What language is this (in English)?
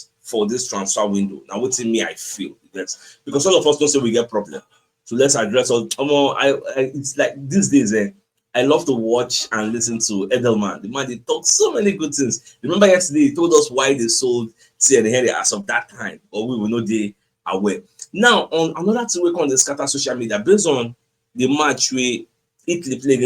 Nigerian Pidgin